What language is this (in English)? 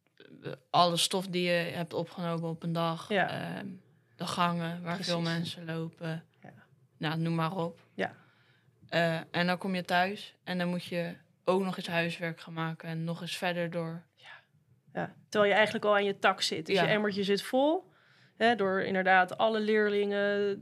Dutch